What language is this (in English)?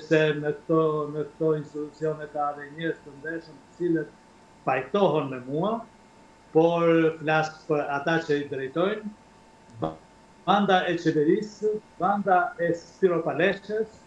Albanian